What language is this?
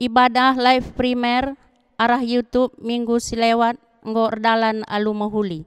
Batak Karo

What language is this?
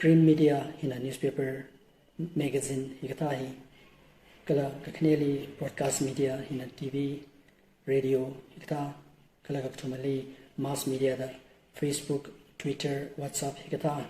Tangkhul Naga (India)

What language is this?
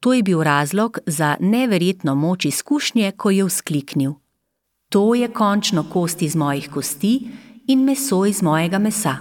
Slovenian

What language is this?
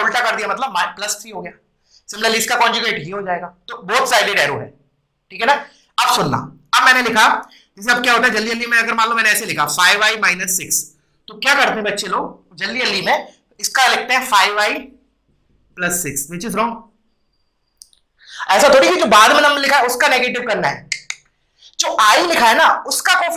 Hindi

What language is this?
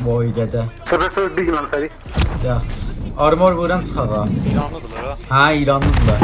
South Azerbaijani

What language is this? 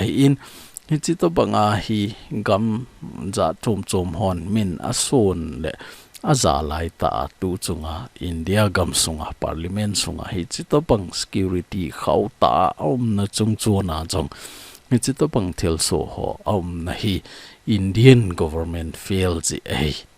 Thado Chin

